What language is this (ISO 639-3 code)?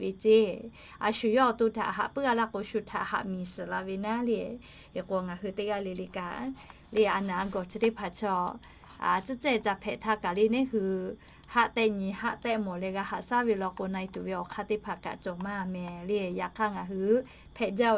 lhu